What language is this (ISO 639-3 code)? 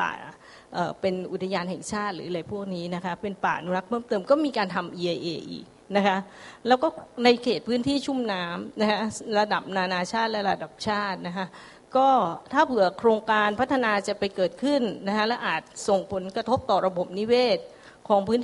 tha